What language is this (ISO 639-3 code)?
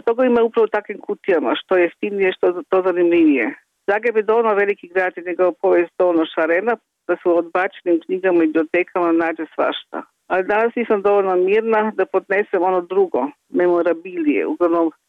hrv